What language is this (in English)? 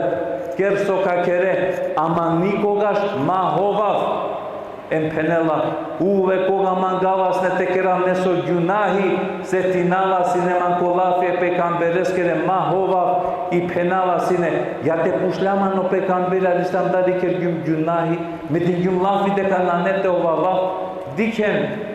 Balkan Romani